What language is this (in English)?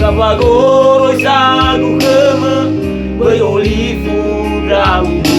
Nias